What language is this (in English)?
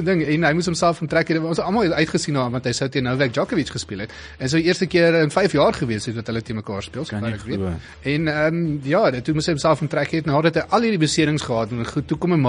Afrikaans